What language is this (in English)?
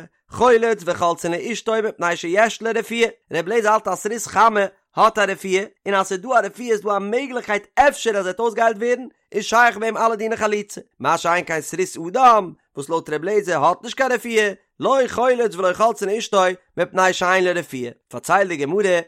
Yiddish